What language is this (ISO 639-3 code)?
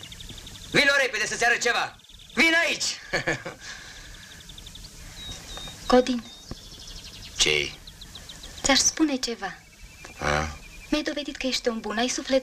ron